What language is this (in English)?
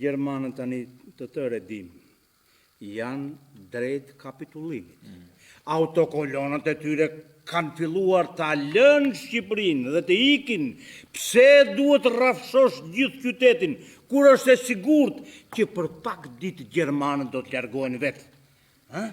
Albanian